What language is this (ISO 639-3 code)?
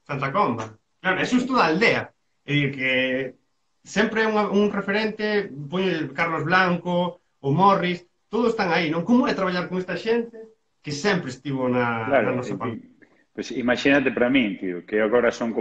glg